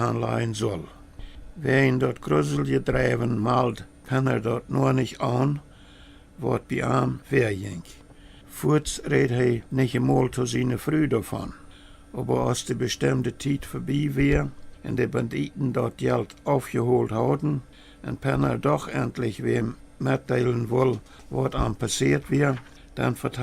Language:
Plautdietsch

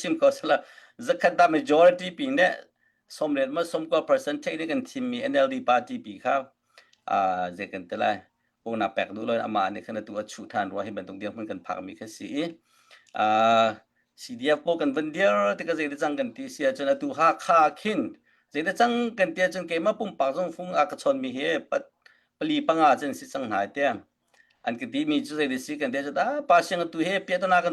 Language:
Hakha Chin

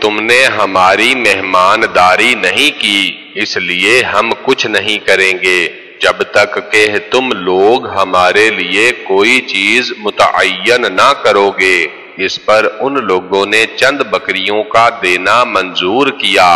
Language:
Urdu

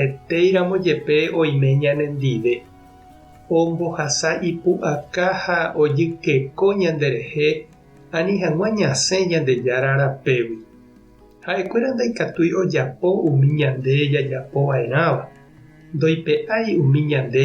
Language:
Guarani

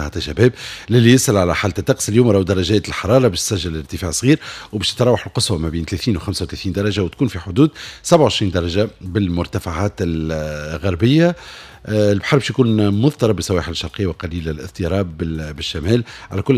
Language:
Tunisian Arabic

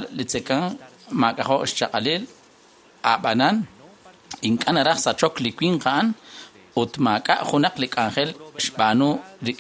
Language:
Kekchí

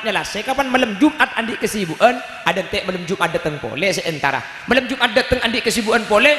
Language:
Madurese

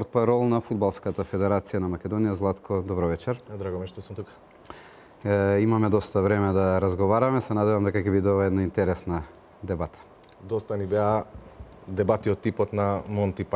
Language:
Macedonian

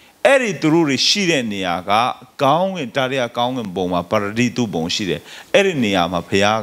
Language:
Burmese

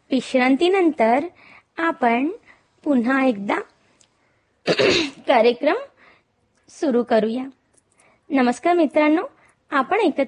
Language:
Marathi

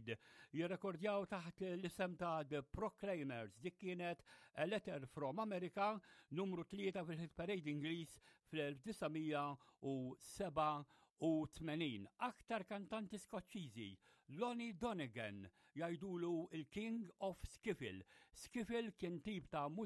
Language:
Maltese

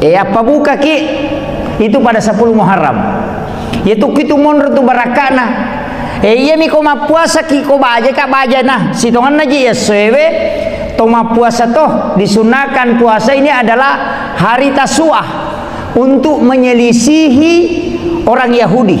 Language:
Buginese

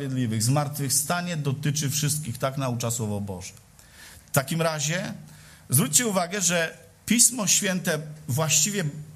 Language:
Polish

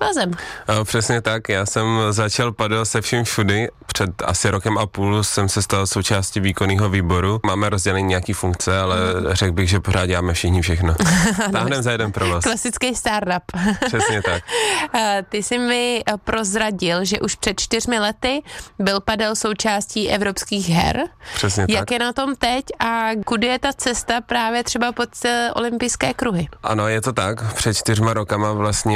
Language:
Czech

